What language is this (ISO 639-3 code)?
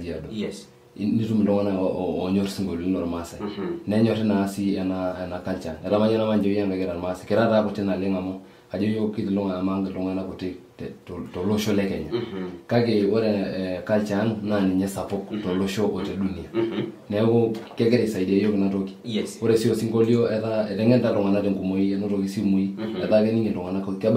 mas